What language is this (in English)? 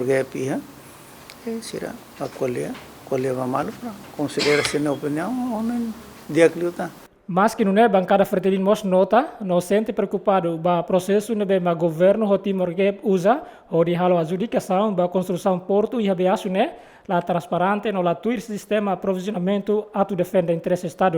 Tetum